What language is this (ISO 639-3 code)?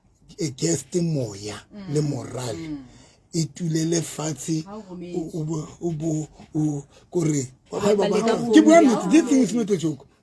sot